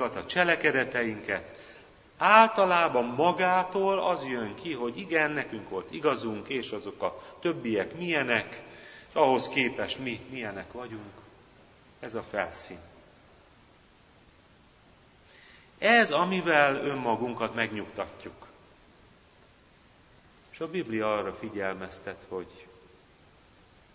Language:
Hungarian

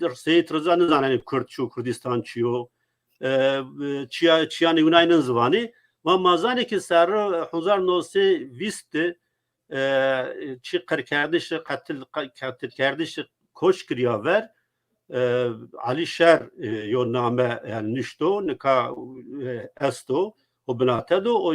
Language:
Zaza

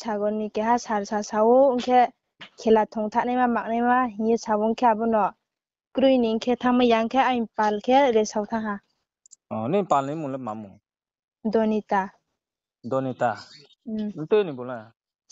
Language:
Riang (India)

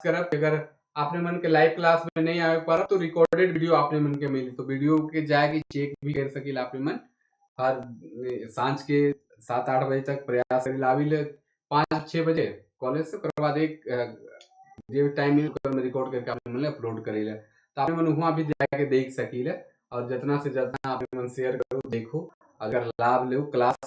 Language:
Sadri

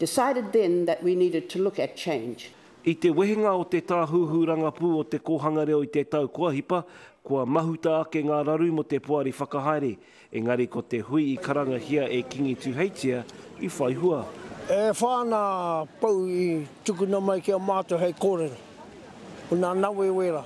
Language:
Māori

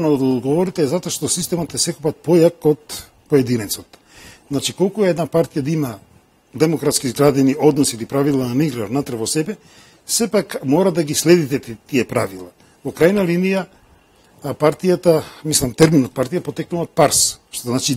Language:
Macedonian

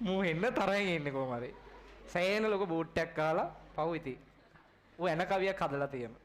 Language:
Sinhala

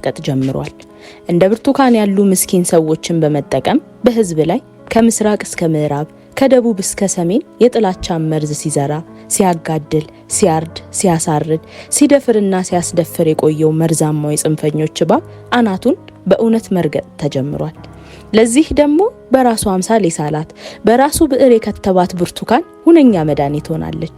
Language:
Amharic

